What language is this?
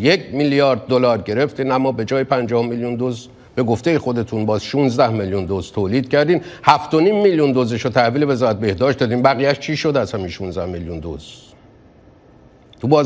Persian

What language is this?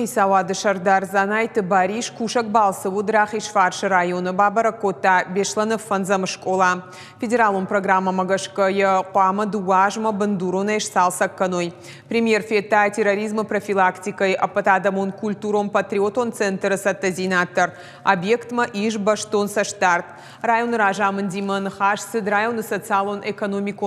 Ossetic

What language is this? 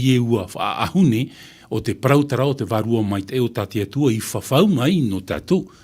Tahitian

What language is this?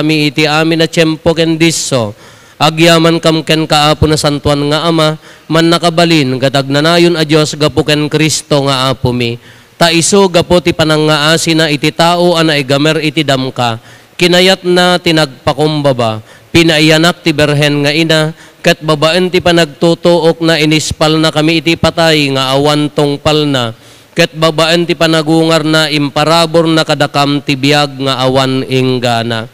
Iloko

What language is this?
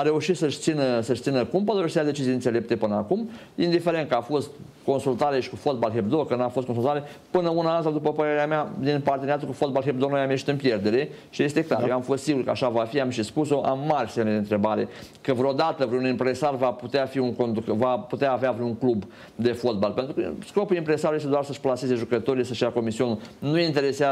Romanian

